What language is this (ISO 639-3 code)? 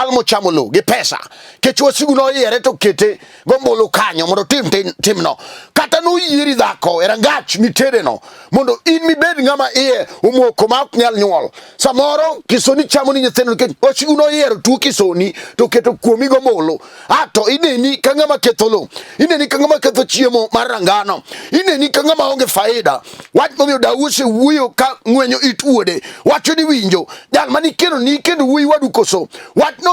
luo